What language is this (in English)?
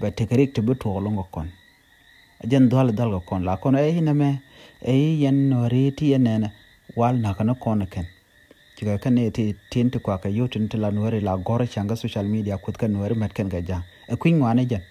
Nuer